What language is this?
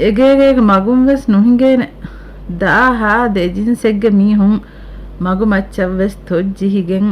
Divehi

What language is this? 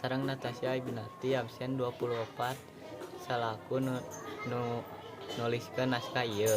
Sundanese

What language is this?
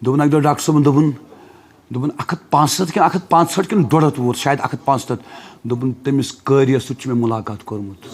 Kashmiri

